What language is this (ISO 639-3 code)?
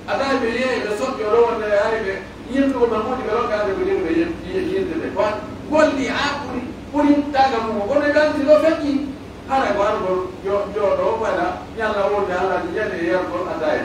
fuf